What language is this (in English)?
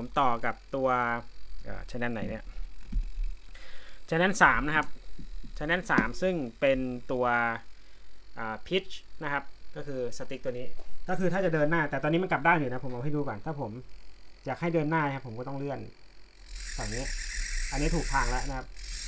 Thai